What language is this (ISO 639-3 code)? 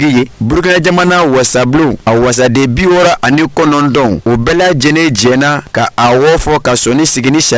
bam